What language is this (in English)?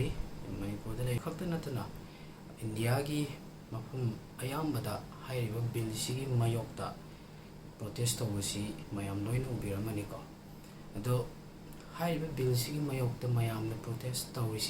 Manipuri